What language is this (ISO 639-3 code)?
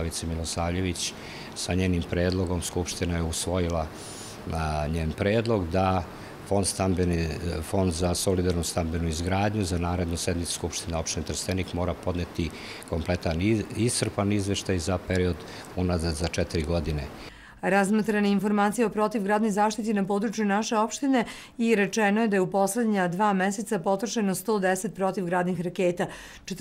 srp